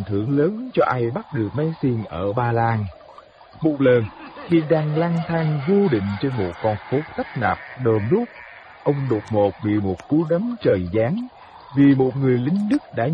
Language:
Vietnamese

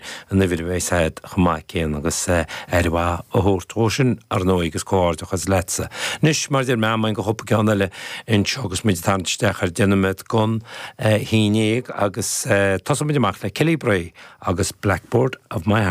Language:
Irish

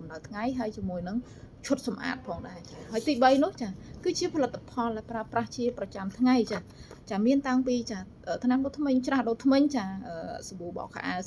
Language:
Khmer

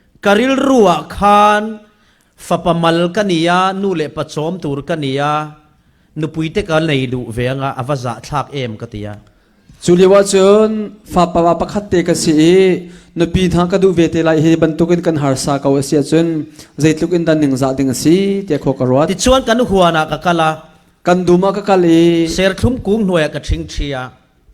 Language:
Falam Chin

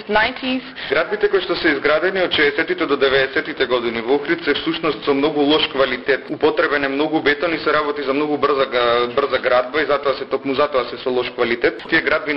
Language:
Macedonian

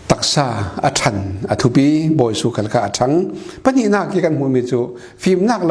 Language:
Falam Chin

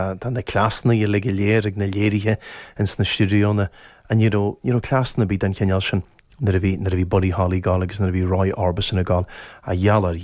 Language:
Irish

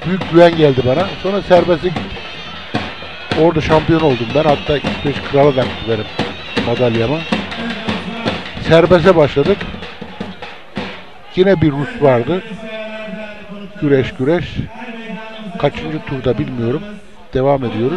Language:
Turkish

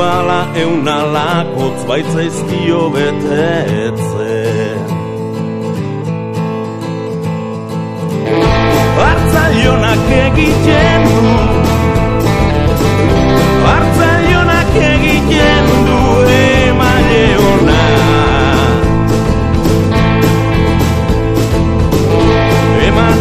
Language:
Basque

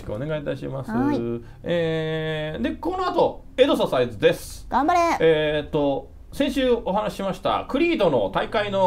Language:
Japanese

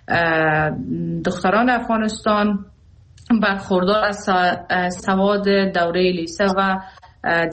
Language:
Persian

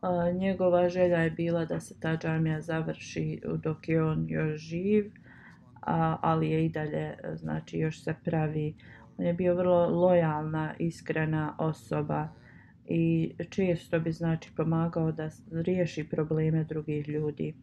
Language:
Bosnian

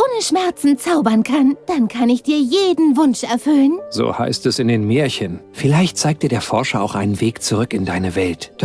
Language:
Bavarian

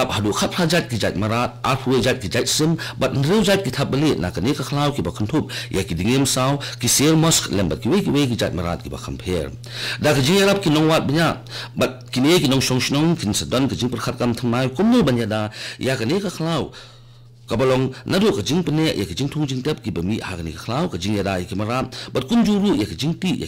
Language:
Khasi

